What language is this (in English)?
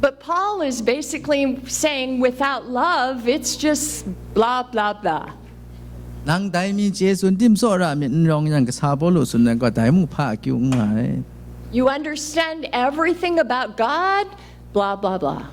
Kachin